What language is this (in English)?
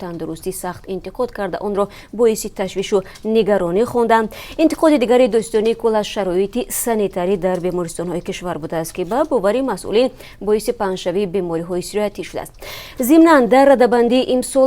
Tajik